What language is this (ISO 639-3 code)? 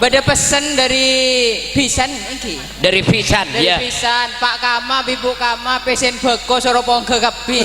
mad